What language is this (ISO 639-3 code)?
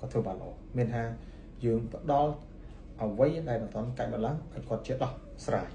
khm